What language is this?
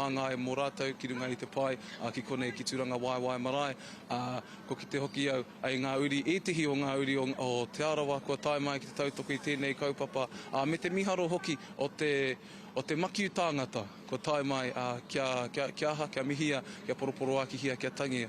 Māori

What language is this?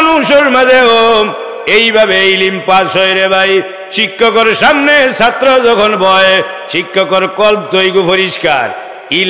Sylheti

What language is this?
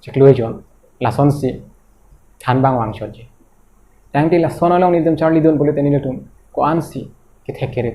Karbi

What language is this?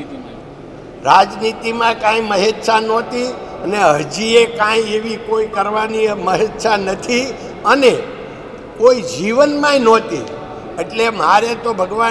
Gujarati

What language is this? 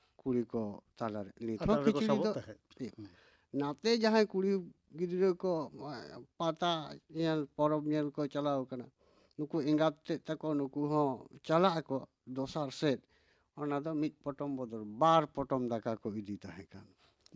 Santali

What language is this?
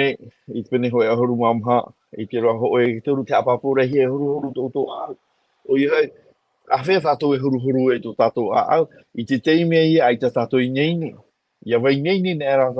Tahitian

